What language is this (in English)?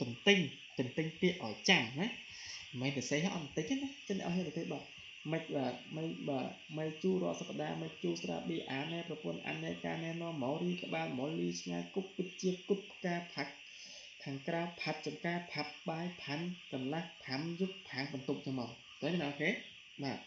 Khmer